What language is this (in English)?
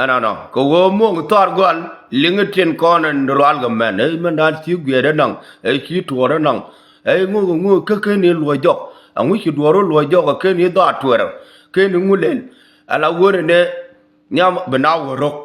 Nuer